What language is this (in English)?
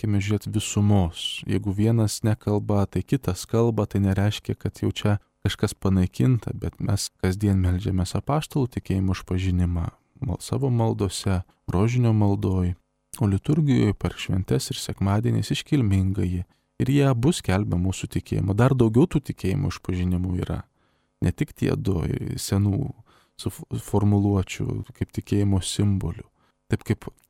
Lithuanian